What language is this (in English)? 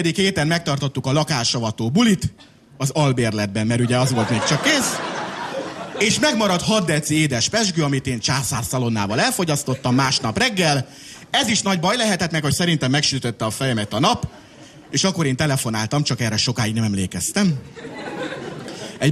Hungarian